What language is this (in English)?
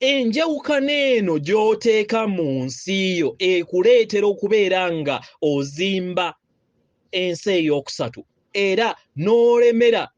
Ganda